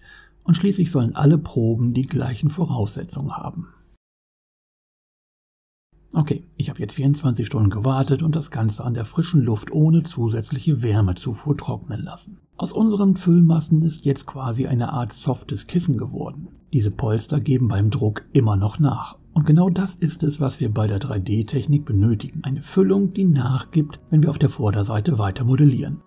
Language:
German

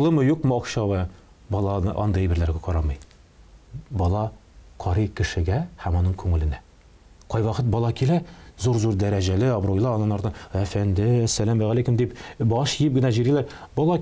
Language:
Tatar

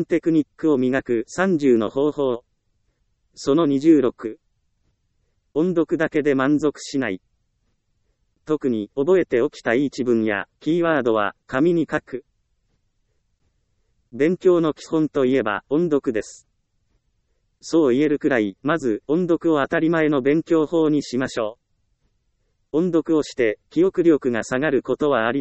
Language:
Japanese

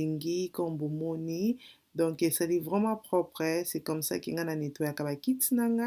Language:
Lingala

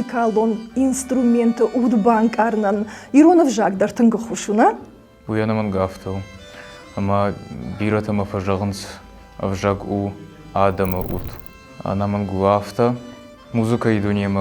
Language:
Ossetic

